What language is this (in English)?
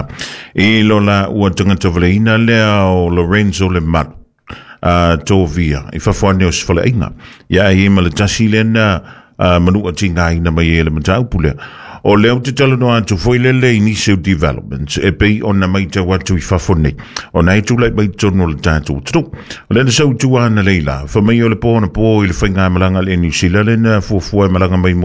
Samoan